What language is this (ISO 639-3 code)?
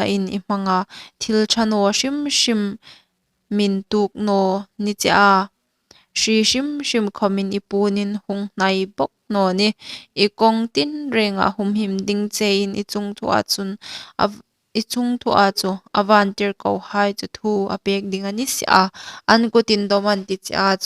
hmr